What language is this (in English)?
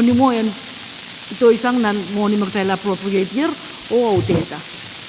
Pohnpeian